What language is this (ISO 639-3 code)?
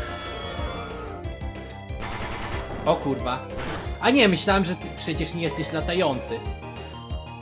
pol